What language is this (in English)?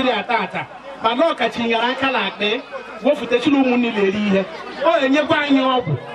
Igbo